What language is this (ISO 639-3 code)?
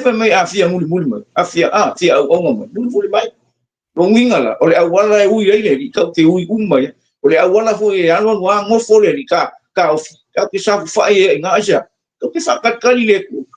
smo